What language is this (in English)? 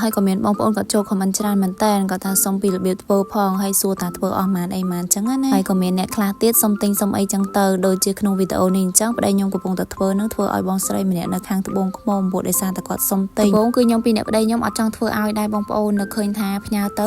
Khmer